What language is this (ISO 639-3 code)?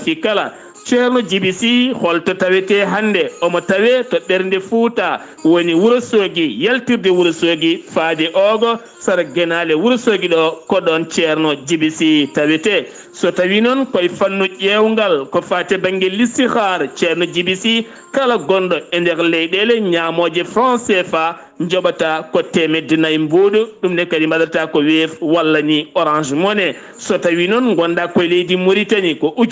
ful